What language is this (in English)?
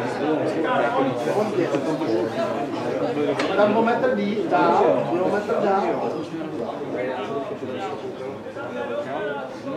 Czech